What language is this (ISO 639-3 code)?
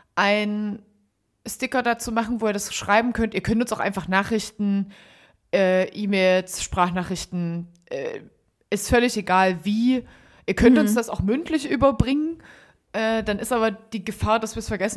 deu